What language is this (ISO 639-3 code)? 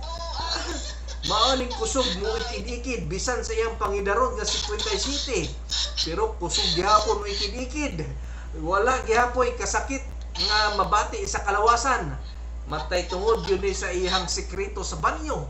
ceb